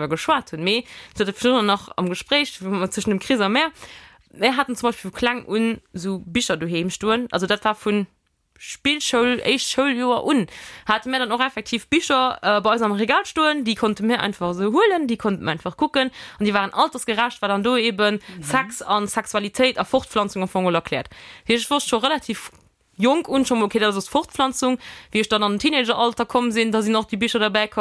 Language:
Luxembourgish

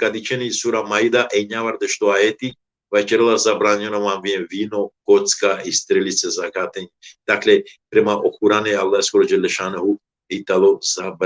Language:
Balkan Romani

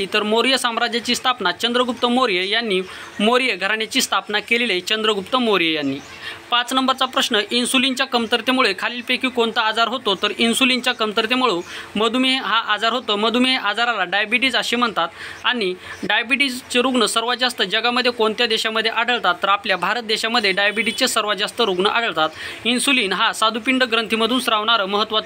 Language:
Marathi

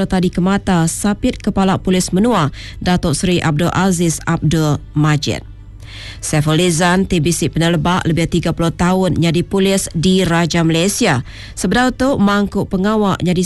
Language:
Iban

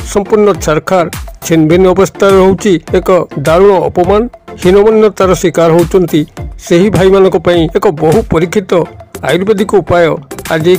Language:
Odia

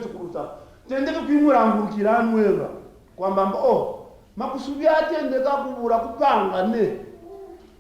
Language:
Kaonde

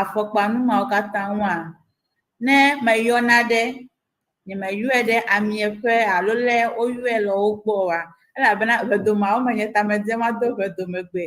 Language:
Ewe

